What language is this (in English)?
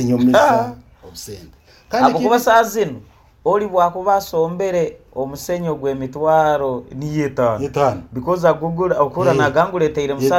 Nyoro